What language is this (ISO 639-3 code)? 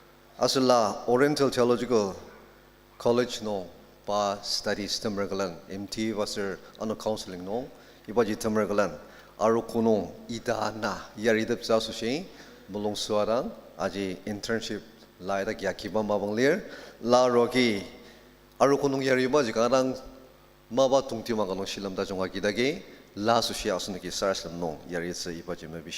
njo